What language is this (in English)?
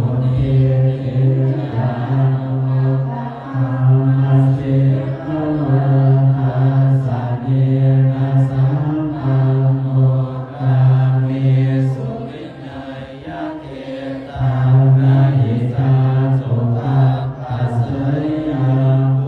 Pali